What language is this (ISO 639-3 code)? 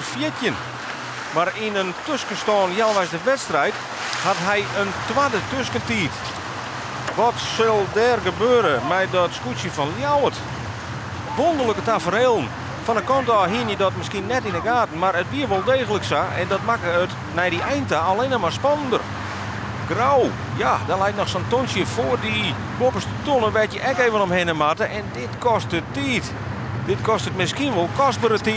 fry